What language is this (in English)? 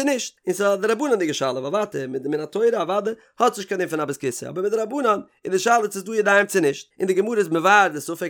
Yiddish